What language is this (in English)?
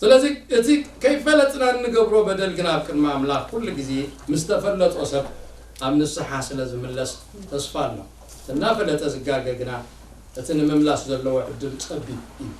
Tigrinya